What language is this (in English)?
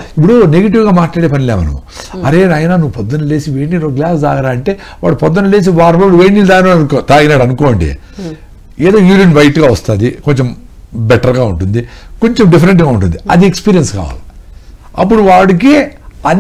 Telugu